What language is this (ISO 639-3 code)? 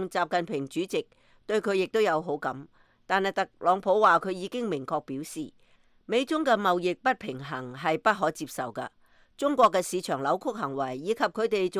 yue